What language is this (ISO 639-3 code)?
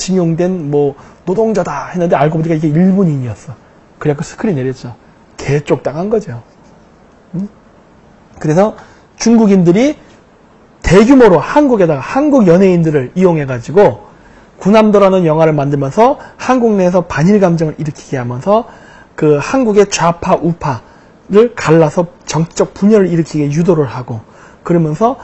kor